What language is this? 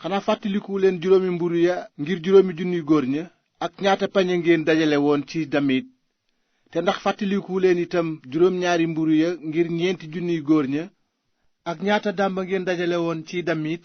Wolof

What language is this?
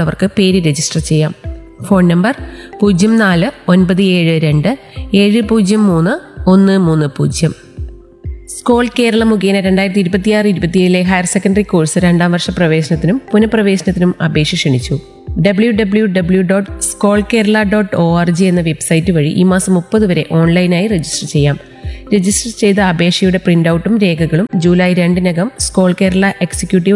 Malayalam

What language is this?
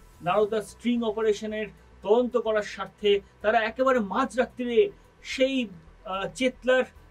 Bangla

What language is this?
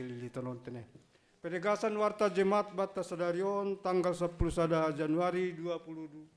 Batak Simalungun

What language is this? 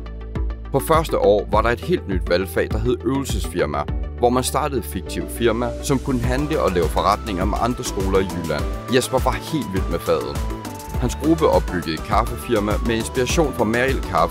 Danish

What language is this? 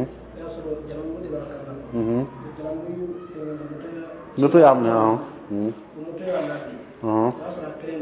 Dyula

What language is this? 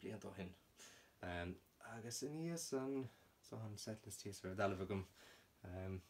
Irish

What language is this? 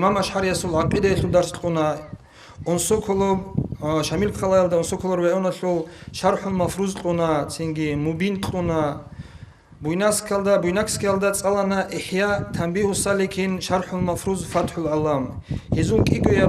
Avaric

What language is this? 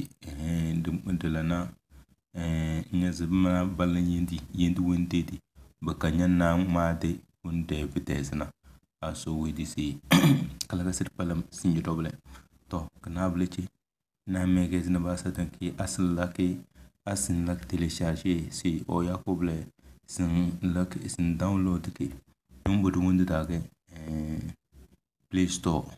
Tem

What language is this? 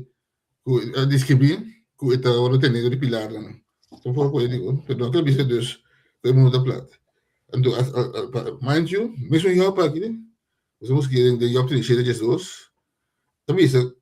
Papiamento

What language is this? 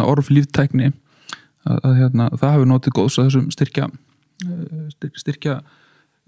Icelandic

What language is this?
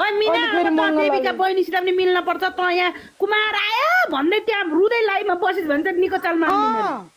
Nepali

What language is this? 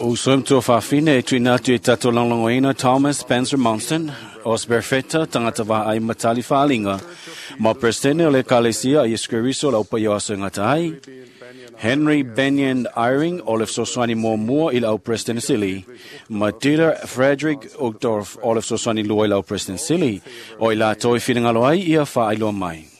Samoan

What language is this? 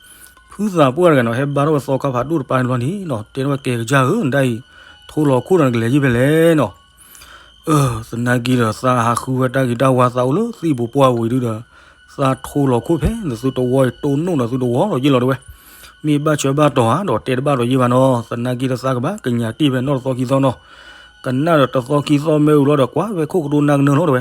S'gaw Karen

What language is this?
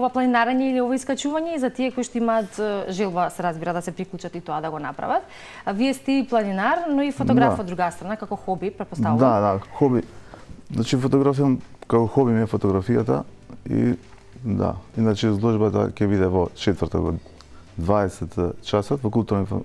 Macedonian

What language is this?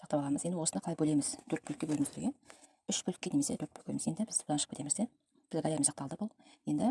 Kazakh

